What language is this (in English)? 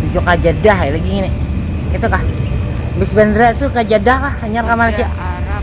Banjar